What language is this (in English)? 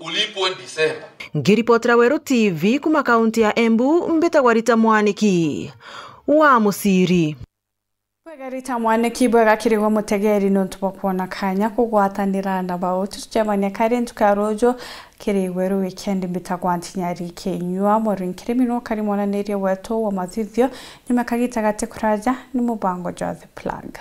Meru